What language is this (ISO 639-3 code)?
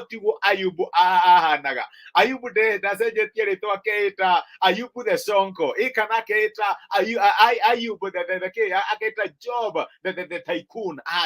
kik